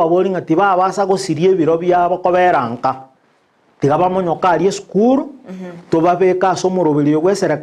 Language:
Gusii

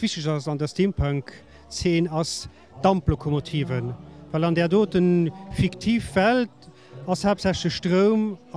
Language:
Luxembourgish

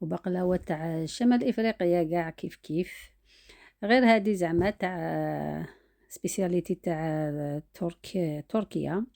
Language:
Algerian Arabic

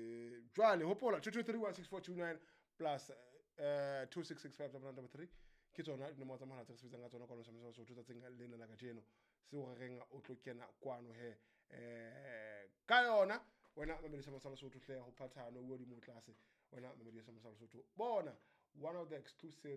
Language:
Southern Sotho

